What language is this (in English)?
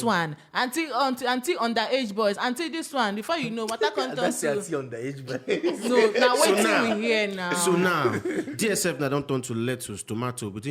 Nigerian Pidgin